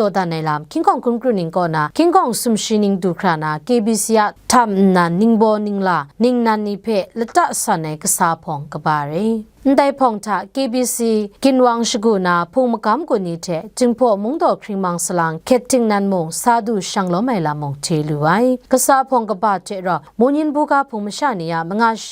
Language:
Kachin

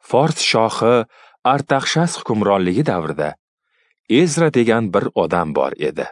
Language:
Uzbek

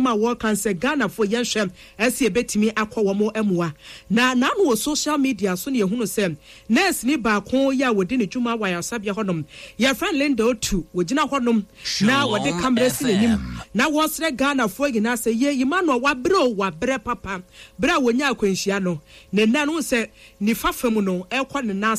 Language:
Akan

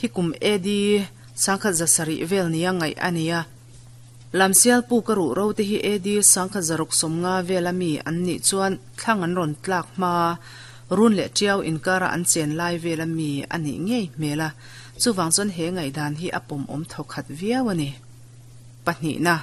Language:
Mizo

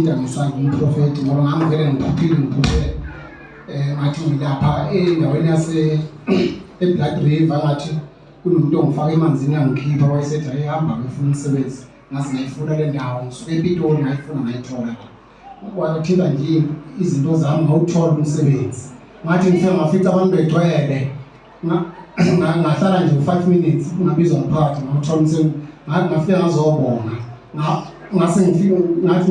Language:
Zulu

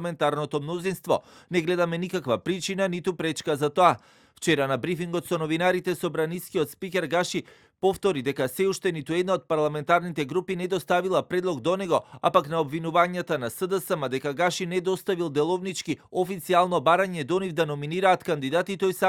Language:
Macedonian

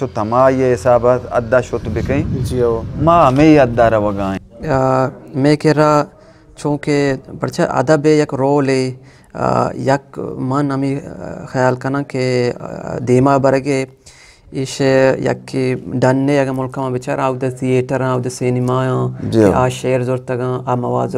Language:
Eastern Balochi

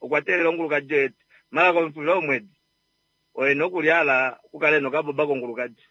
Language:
Kuanyama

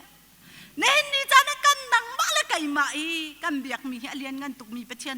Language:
Hakha Chin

